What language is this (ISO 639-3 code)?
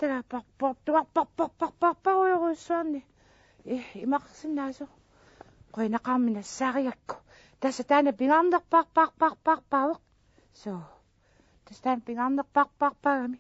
kal